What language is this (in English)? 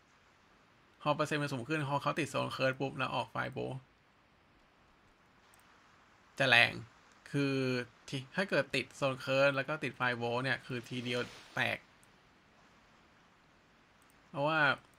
Thai